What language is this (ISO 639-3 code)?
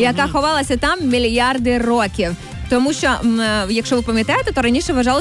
ukr